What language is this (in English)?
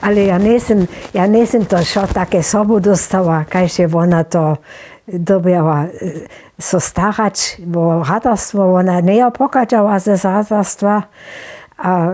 Upper Sorbian